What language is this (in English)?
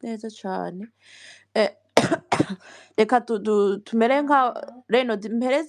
Rundi